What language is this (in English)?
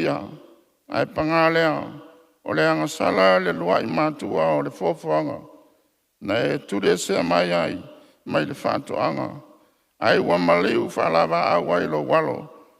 Samoan